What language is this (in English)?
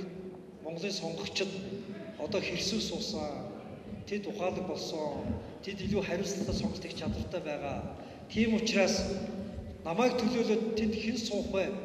Mongolian